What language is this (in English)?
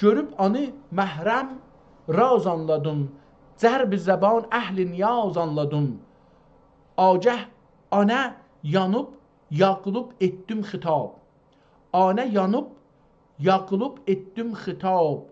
South Azerbaijani